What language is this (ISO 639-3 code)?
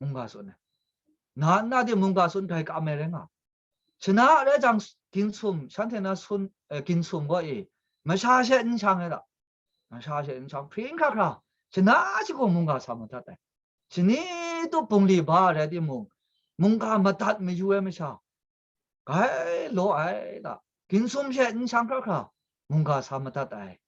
kac